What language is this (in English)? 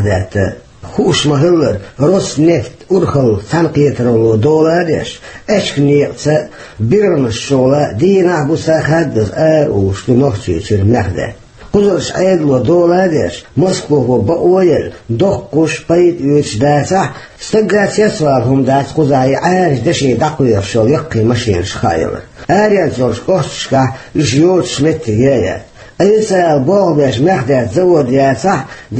Chechen